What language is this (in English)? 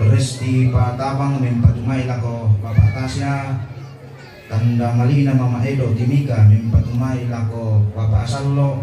Toraja-Sa'dan